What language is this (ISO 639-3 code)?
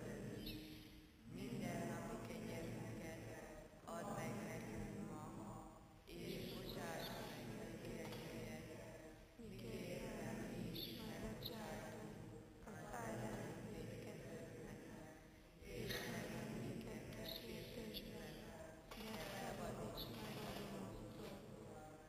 hun